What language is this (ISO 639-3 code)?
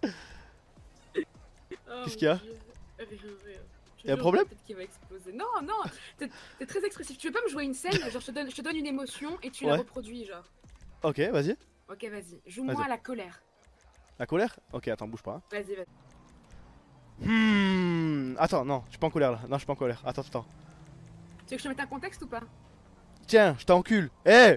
fra